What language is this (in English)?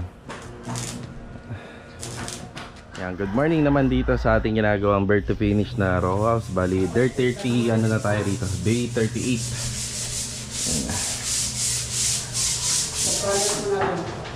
Filipino